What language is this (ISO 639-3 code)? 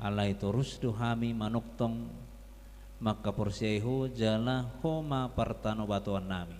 bbc